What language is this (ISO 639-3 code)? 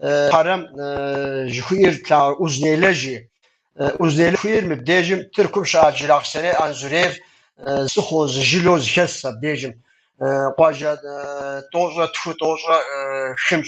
kbd